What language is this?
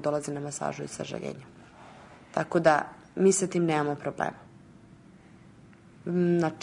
Serbian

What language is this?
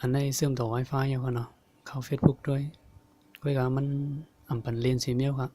Shan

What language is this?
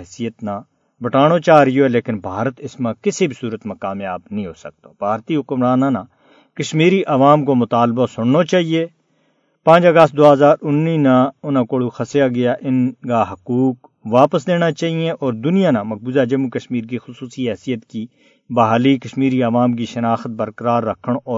Gujari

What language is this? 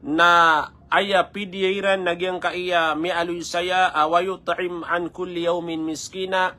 Maranao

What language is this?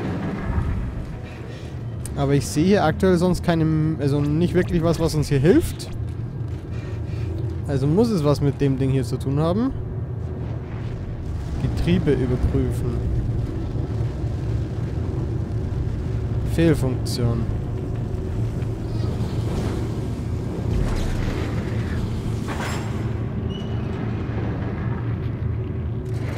German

